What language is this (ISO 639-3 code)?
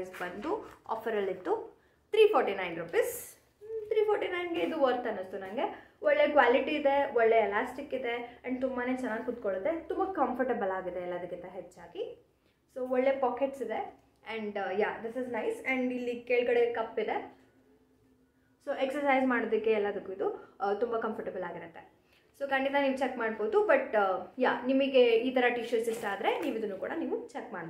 kan